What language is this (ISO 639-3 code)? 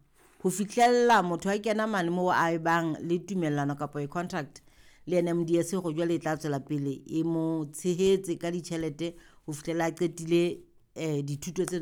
sot